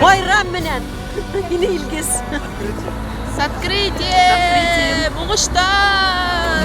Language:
Bashkir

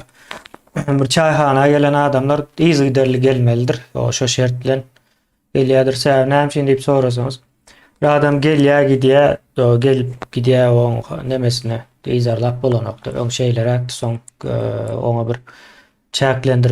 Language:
Turkmen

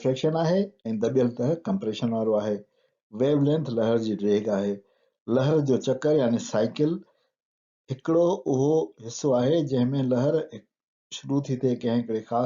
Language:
Sindhi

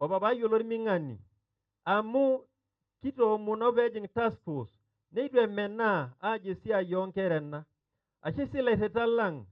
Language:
Masai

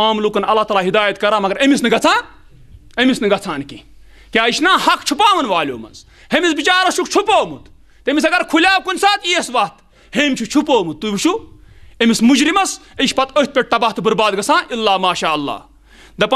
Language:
Kashmiri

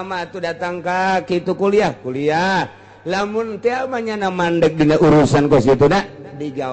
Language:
Sundanese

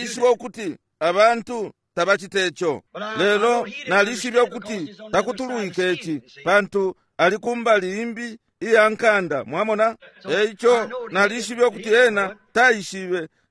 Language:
Bemba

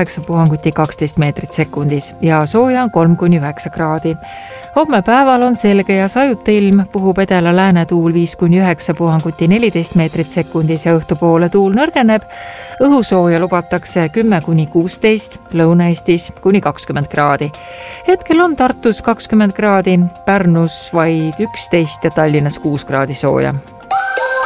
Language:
Estonian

